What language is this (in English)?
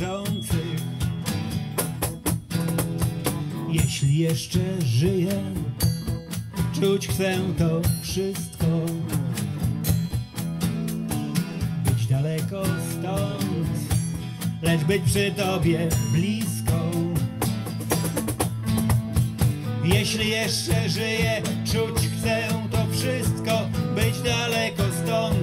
Polish